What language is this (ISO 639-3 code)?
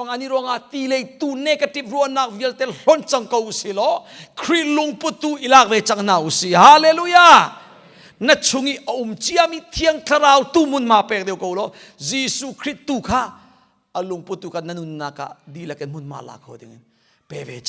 cnh